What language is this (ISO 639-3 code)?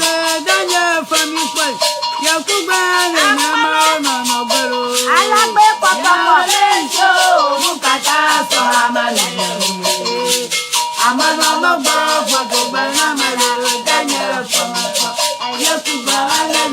ewe